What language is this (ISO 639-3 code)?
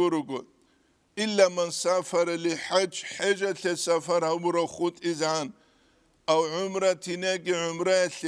ava